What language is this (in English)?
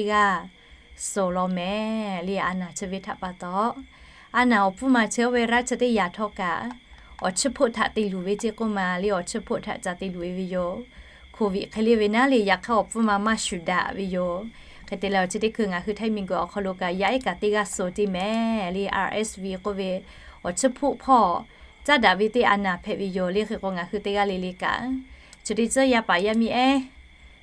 Lahu